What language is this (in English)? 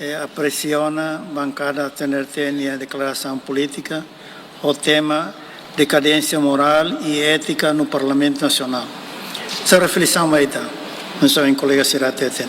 Tetum